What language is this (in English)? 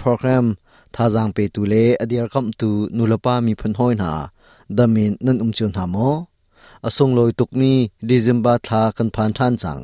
Hakha Chin